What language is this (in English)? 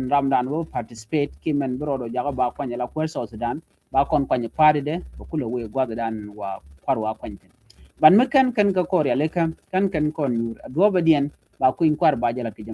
Nuer